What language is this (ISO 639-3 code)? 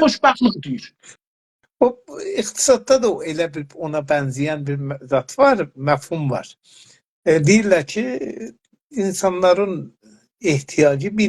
azb